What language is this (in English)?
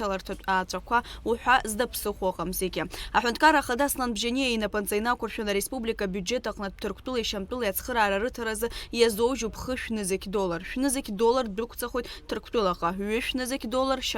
Abkhazian